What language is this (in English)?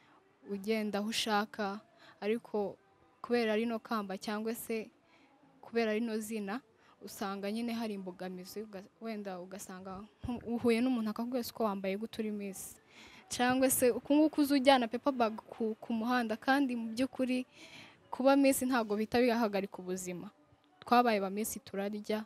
Kinyarwanda